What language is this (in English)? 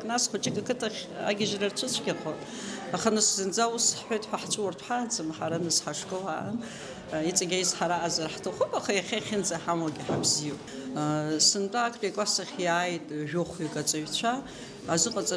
Abkhazian